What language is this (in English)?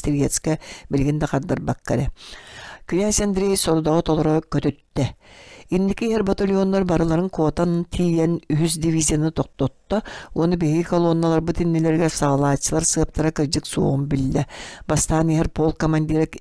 Yakut